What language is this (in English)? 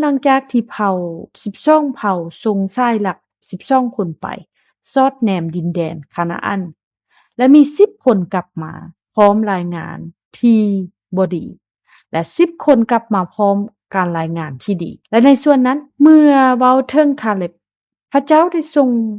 Lao